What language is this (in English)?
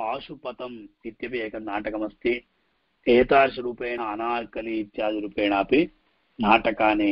Sanskrit